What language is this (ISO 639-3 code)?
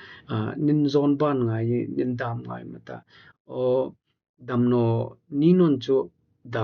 hmr